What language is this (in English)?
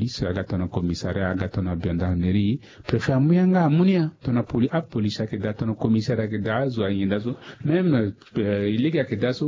Sango